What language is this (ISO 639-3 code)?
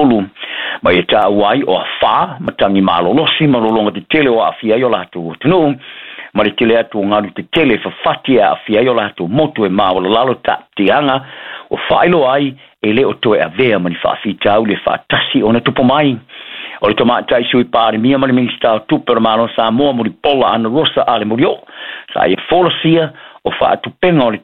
smo